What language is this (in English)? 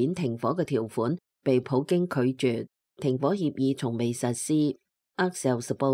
Cantonese